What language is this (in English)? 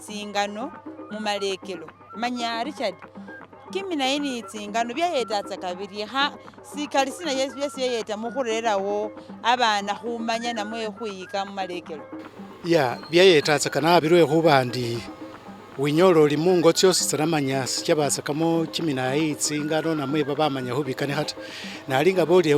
Masaaba